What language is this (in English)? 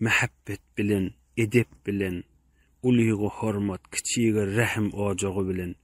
Turkmen